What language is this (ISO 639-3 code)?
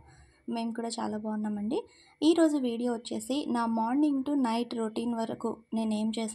tel